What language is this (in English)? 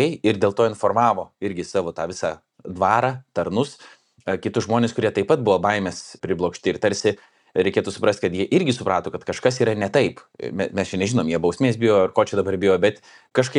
Lithuanian